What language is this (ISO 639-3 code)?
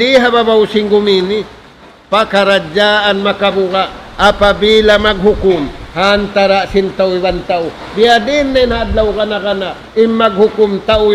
tsg